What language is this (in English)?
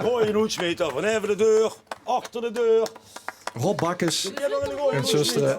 Limburgish